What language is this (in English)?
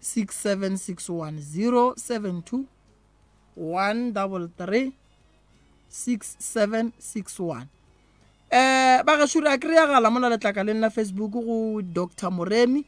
Northern Sotho